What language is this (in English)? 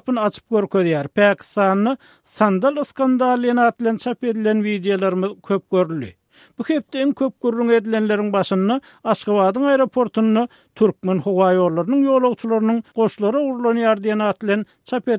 Turkmen